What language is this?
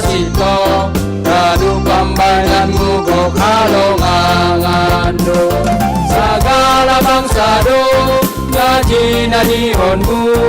Batak Simalungun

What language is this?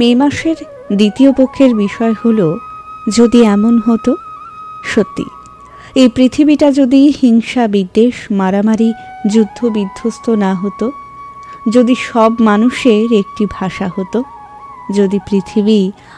Bangla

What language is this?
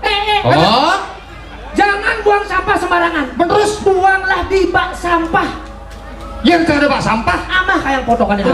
Balinese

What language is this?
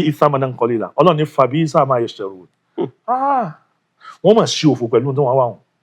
Yoruba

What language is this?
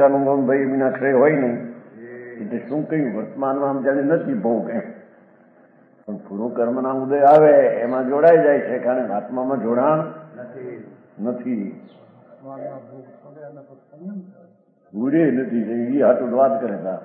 Gujarati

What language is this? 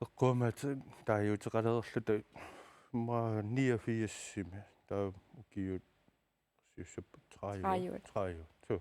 Kalaallisut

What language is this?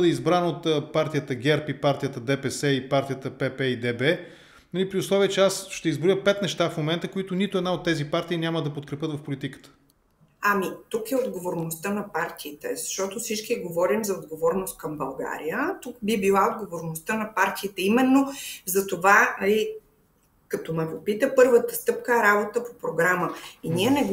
Bulgarian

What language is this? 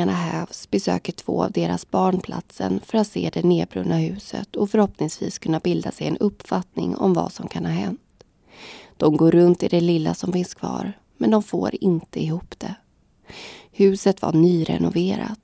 Swedish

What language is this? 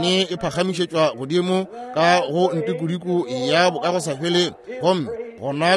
Northern Sotho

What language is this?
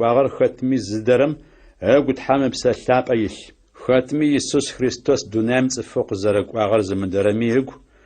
Adyghe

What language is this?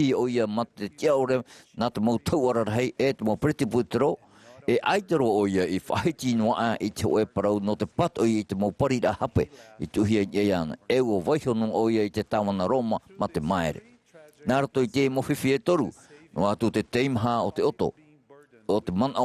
Tahitian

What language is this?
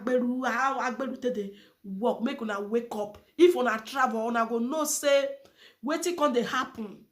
Nigerian Pidgin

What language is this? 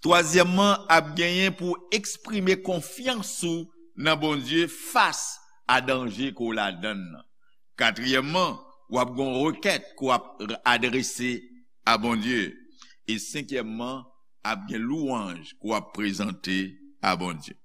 Haitian Creole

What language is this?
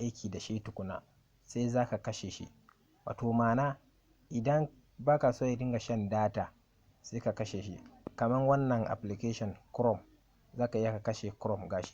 Hausa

